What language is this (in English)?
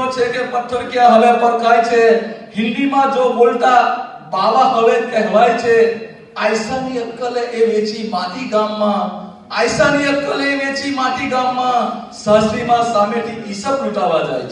Gujarati